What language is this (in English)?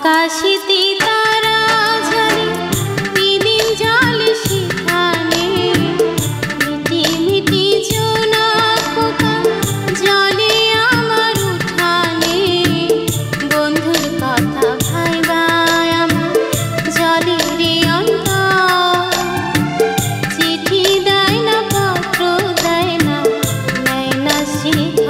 Bangla